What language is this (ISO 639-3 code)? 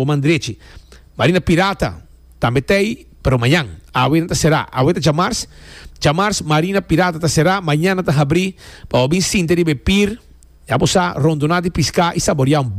pap